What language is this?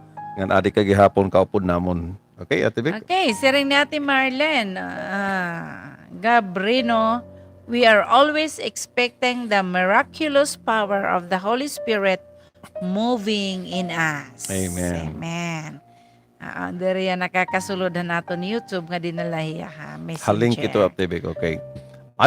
Waray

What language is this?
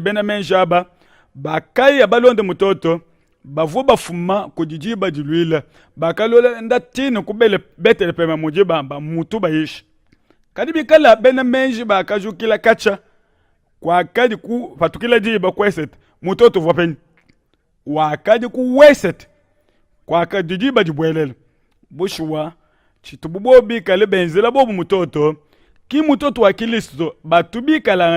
Luba-Lulua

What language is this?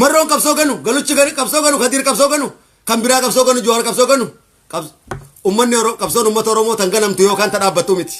Oromo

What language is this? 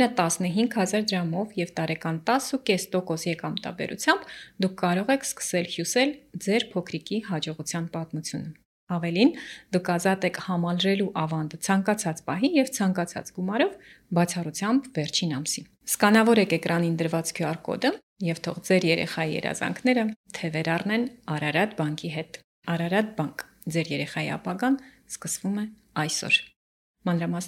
Armenian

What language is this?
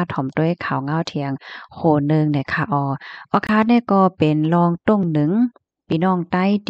Shan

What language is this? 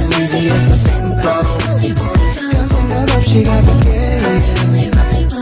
Korean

